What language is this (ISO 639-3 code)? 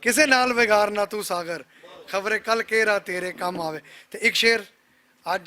lah